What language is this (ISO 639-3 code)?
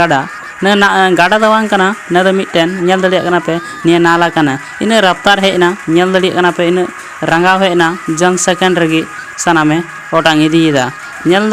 sat